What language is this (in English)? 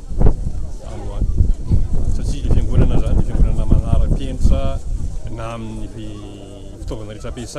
Malagasy